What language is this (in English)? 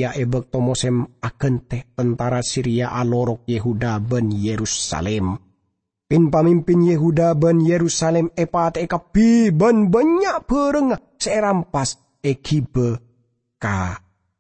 Madurese